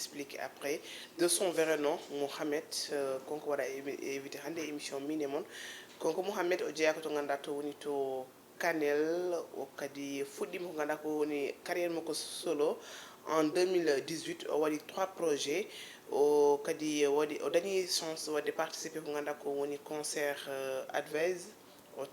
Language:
Fula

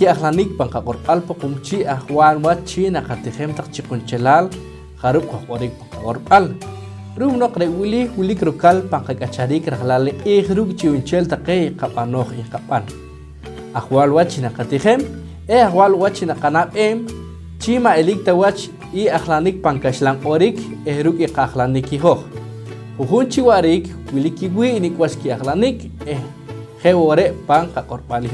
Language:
Poqomchi'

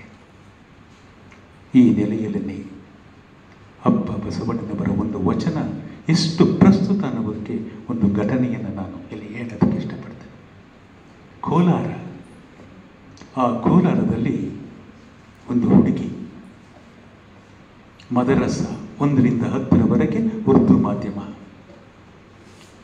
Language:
Kannada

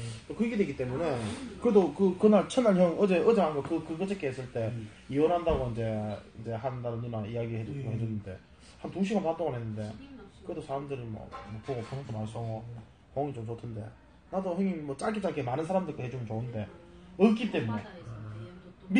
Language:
Korean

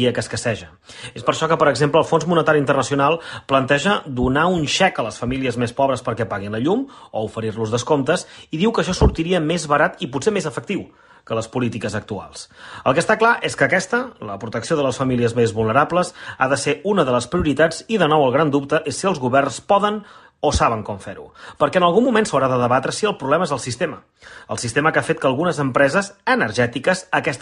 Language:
Catalan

